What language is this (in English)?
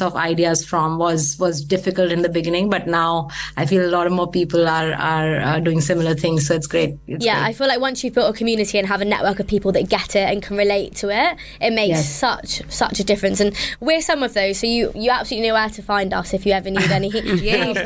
English